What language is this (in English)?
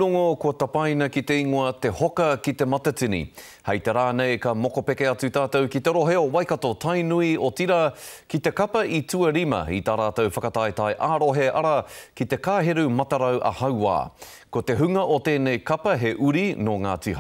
Māori